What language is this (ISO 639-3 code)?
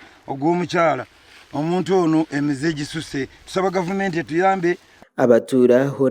nyn